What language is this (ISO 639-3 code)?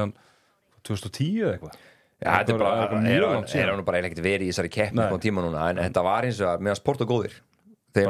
isl